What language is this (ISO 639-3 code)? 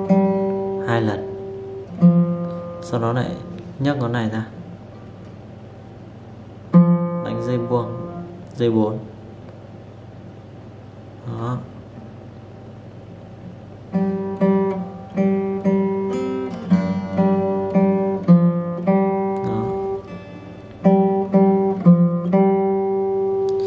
vie